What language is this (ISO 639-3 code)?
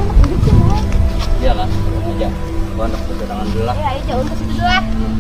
bjn